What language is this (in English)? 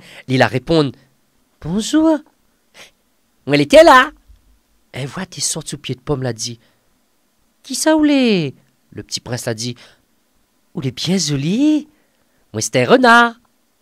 Réunion Creole French